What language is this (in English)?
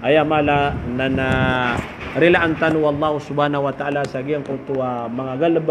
Maranao